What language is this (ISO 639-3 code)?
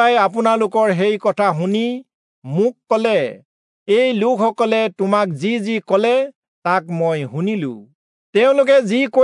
asm